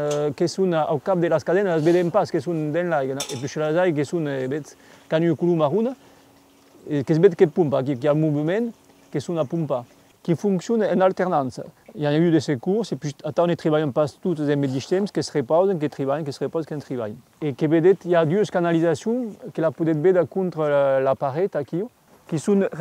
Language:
Occitan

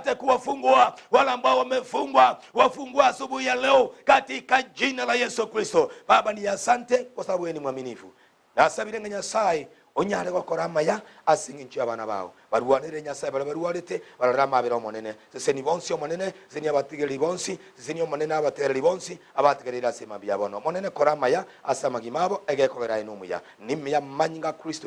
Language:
Gusii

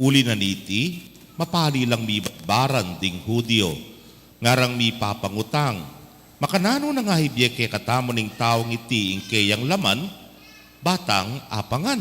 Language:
Pampanga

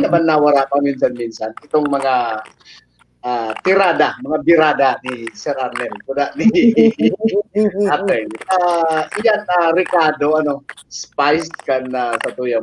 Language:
Bikol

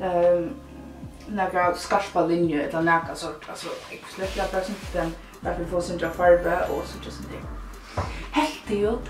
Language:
Faroese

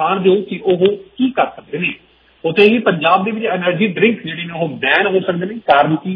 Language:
Punjabi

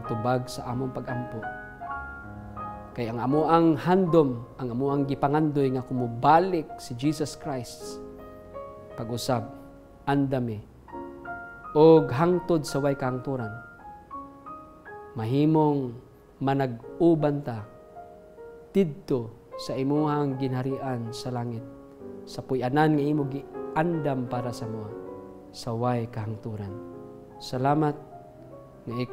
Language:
Cebuano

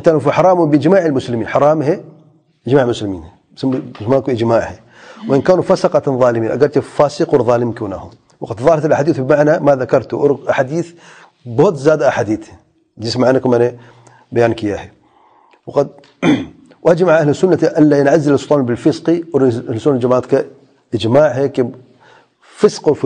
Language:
Urdu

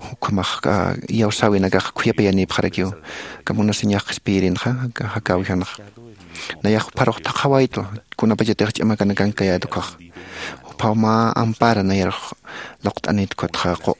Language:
Aymara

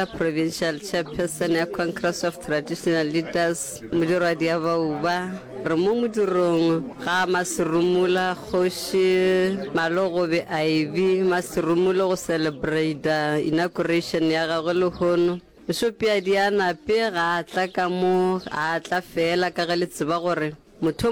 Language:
Northern Sotho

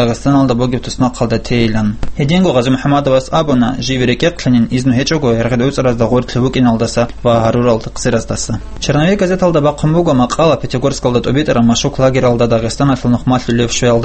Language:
Avaric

